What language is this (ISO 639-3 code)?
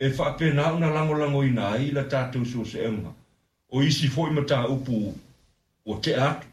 smo